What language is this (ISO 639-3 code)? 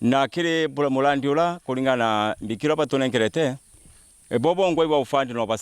mer